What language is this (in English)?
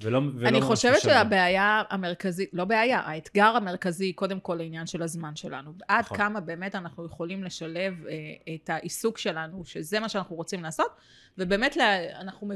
Hebrew